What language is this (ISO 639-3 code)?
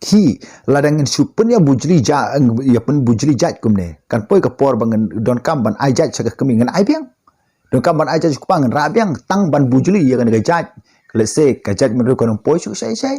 kha